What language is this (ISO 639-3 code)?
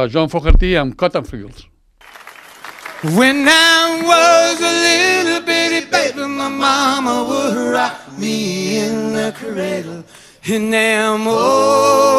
cat